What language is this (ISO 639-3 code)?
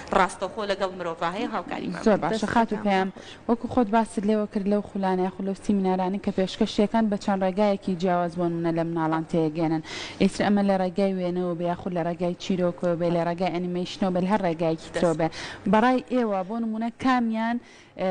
ckb